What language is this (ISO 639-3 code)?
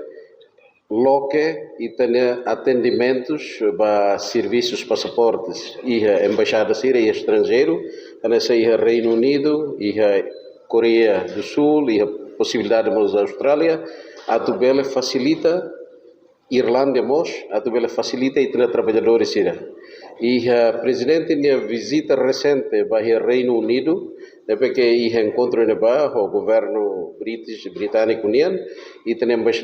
tet